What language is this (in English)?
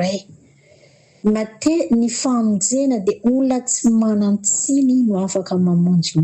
Malagasy